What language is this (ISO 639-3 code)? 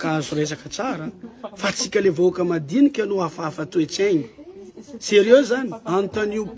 mlg